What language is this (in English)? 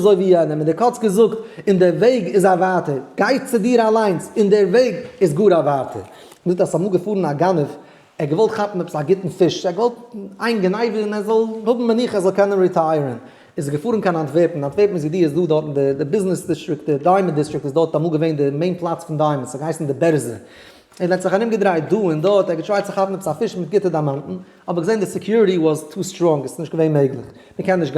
Yiddish